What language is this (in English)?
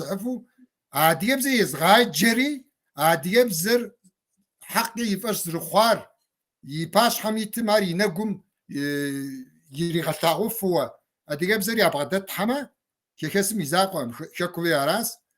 Kabardian